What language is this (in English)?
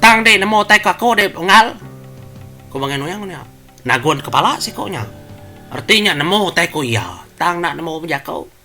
Iban